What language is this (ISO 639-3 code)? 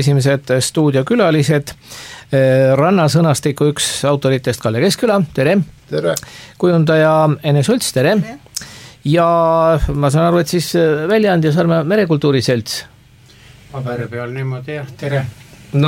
est